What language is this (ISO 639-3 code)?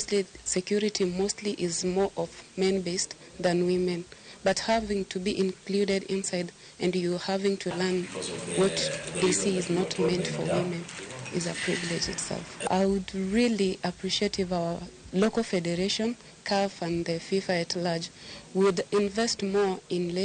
luo